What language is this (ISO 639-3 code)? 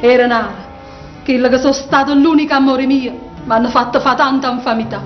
nap